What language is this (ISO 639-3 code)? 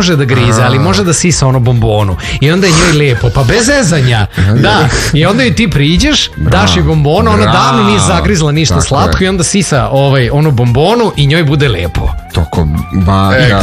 srp